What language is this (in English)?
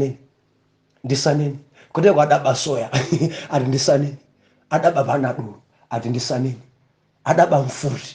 Nyanja